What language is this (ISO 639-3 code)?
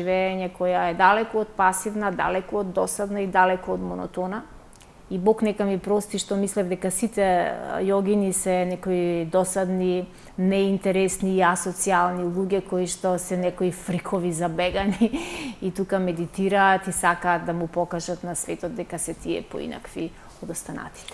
mkd